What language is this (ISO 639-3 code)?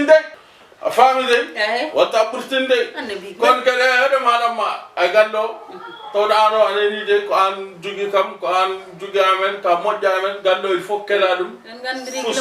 ful